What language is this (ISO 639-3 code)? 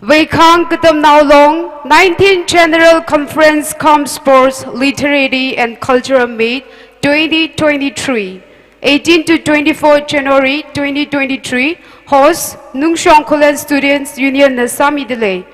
nmf